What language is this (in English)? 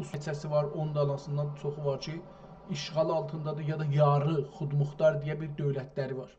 South Azerbaijani